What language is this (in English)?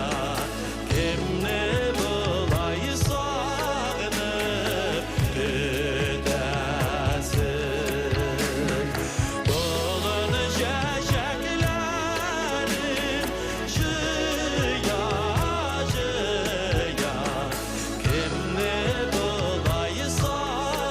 Tatar